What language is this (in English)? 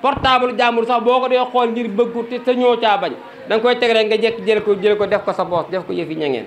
Wolof